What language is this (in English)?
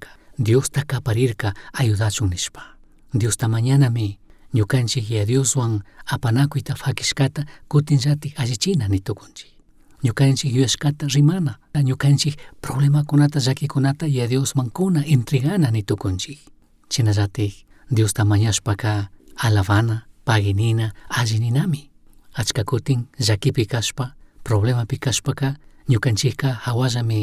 Chimborazo Highland Quichua